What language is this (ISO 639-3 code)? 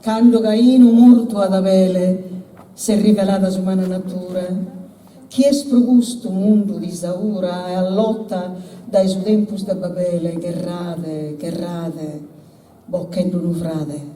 srd